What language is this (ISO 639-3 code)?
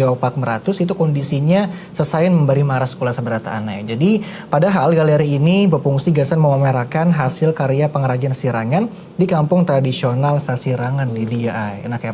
bjn